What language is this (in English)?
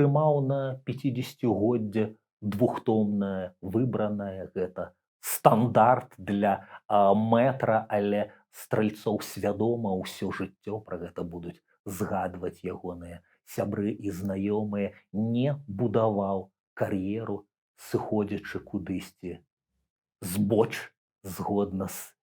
Belarusian